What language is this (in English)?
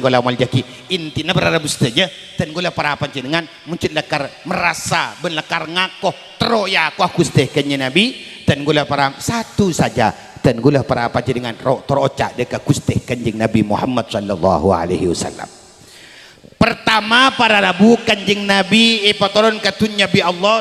Madurese